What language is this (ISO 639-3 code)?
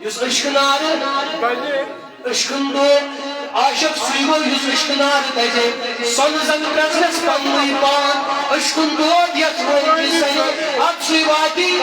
kas